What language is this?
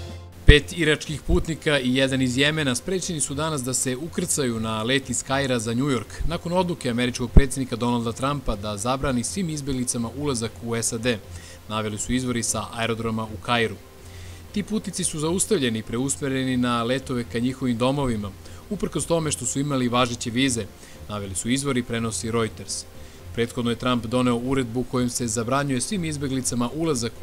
Serbian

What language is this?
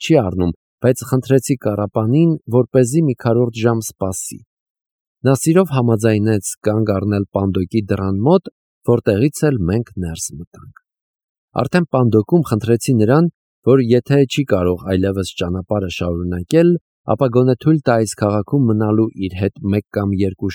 Armenian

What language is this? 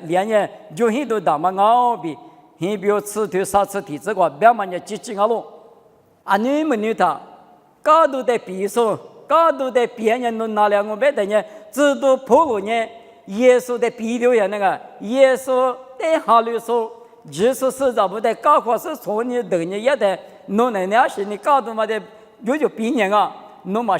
Lisu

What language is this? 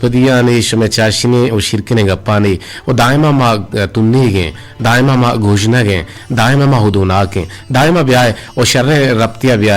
Eastern Balochi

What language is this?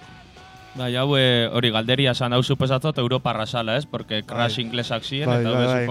Basque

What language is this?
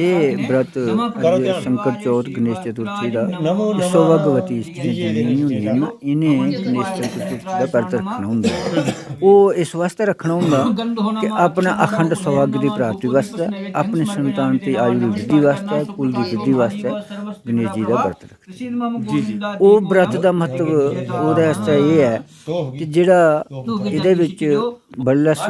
Dogri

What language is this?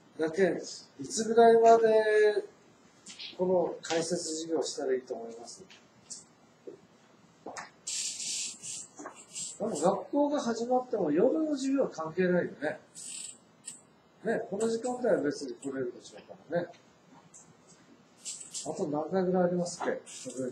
Japanese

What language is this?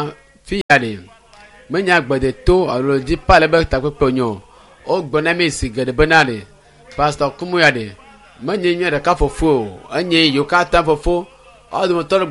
Ewe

